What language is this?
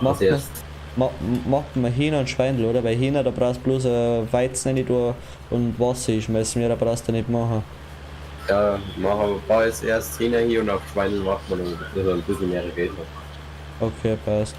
Bavarian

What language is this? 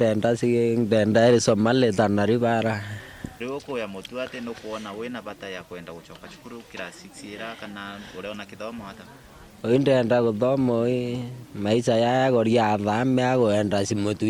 Meru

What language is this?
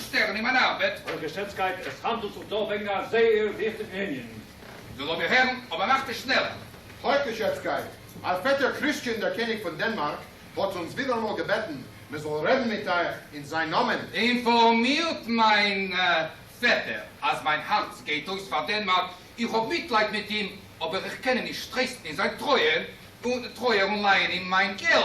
Yiddish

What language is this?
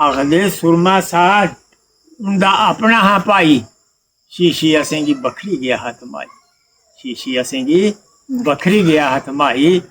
Dogri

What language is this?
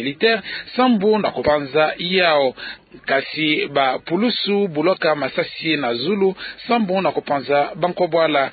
Kituba (Democratic Republic of Congo)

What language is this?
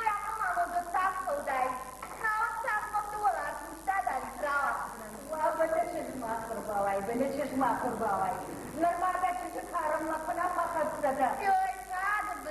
Ossetic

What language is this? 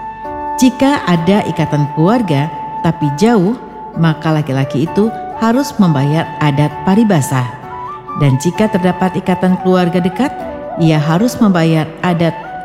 Indonesian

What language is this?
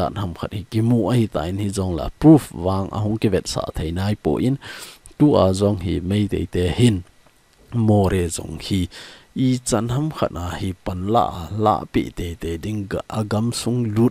Thado Chin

